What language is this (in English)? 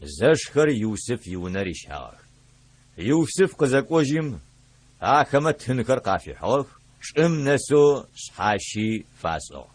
Adyghe